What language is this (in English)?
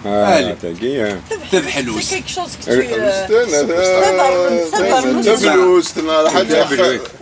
Kabyle